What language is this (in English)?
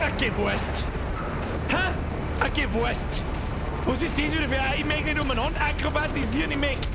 Bavarian